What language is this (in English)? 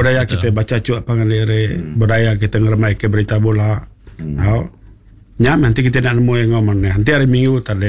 Iban